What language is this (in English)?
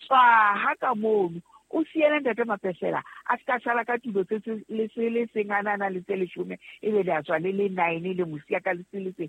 Southern Sotho